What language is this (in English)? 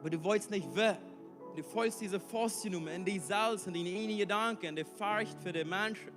Plautdietsch